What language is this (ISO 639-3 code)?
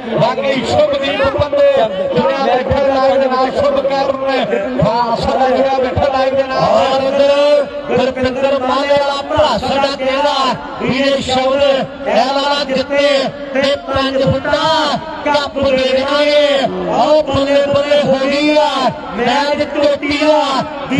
pan